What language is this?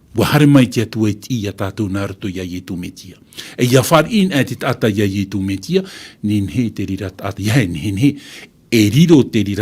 Tahitian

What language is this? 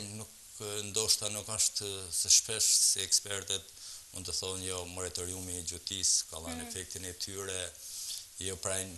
Albanian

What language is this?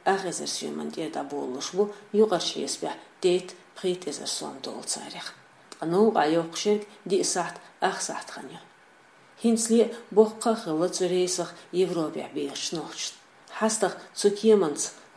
Chechen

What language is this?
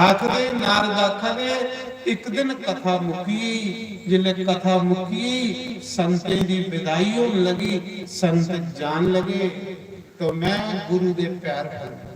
Dogri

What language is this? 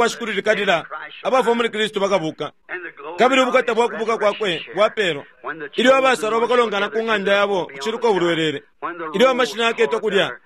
Bemba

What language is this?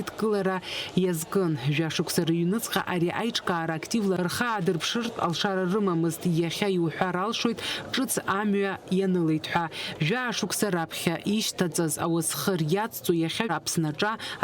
Abkhazian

